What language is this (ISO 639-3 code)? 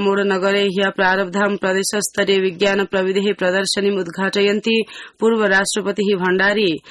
san